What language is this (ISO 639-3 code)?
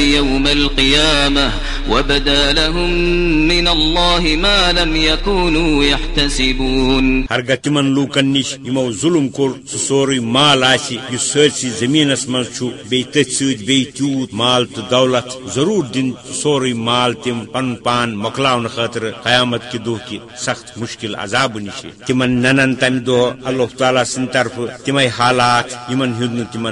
kas